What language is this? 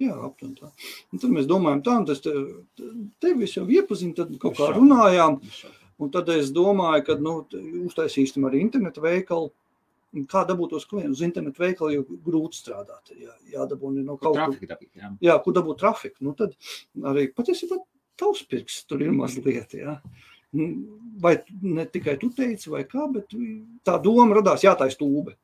Latvian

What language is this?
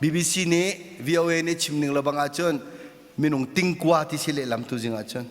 Hakha Chin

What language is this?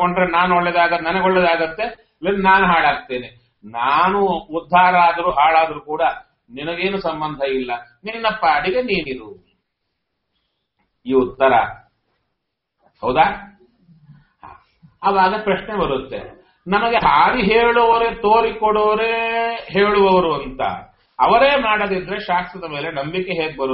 Kannada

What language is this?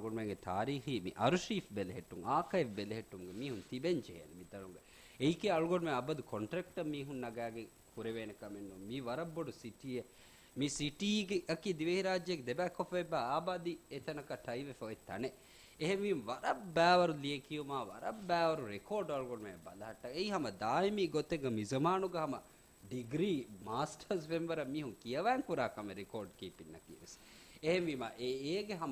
Divehi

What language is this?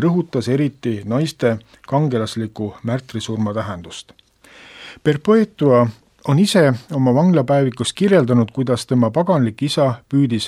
Estonian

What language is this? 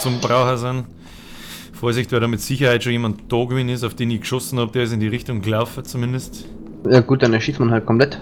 Bavarian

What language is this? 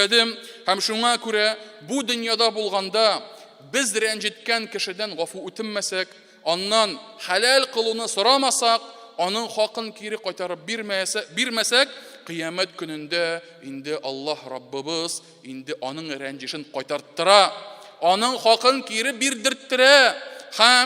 Tatar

